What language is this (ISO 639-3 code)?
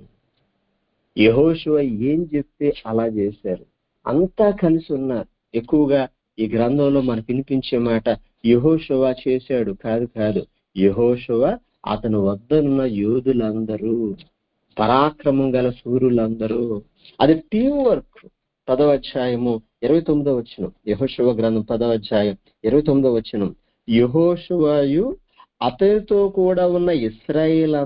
tel